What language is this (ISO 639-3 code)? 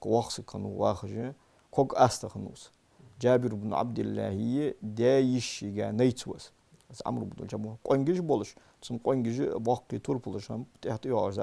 inh